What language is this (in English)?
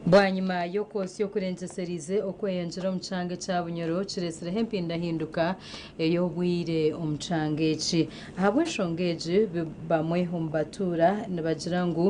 Nyankole